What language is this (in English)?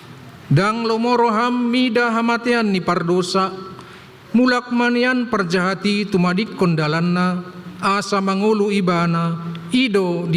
Batak Toba